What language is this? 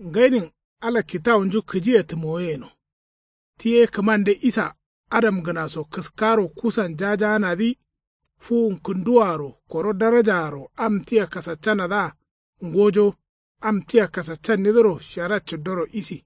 Kanuri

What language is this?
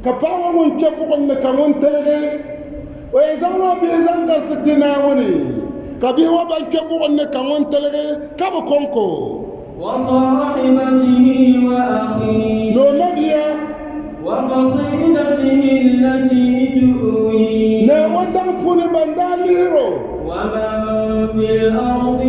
Dagbani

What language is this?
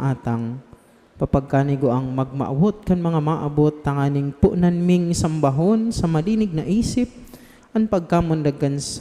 Bikol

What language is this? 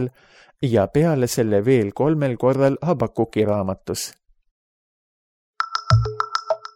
Estonian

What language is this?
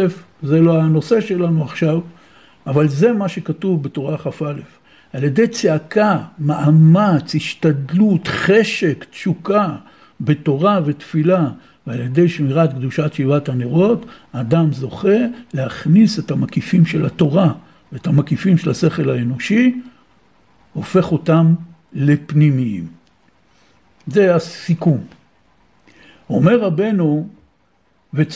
Hebrew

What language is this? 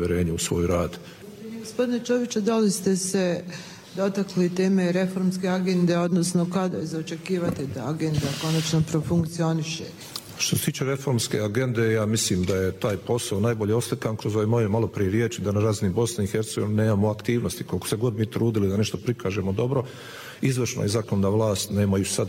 Bosnian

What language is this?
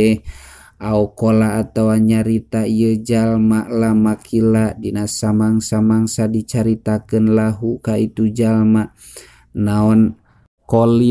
Sundanese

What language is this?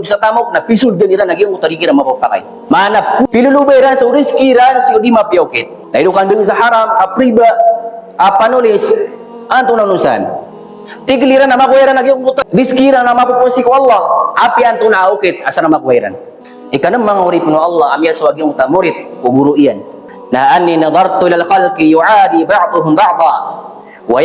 Maranao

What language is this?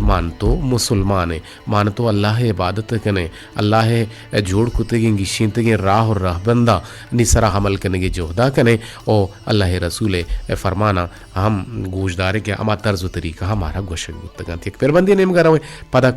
Eastern Balochi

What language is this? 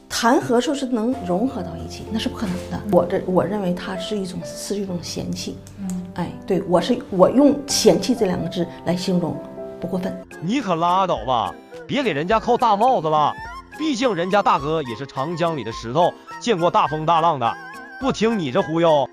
Chinese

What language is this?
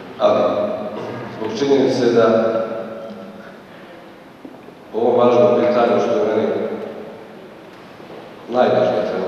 Croatian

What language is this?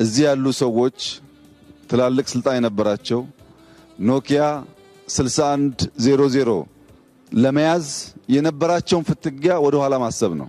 Amharic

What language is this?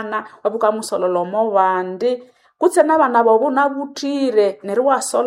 Nande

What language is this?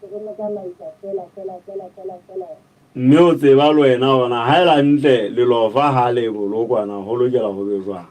Southern Sotho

